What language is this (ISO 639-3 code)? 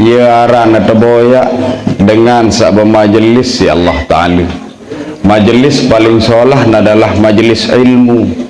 sas